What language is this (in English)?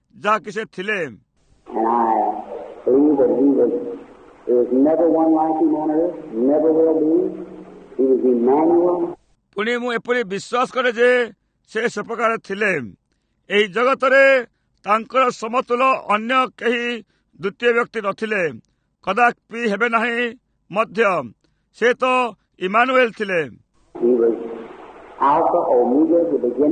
Odia